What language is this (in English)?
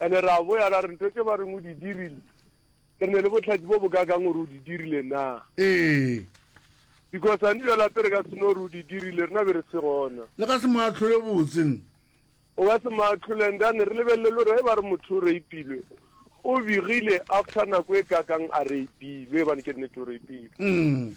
Northern Sotho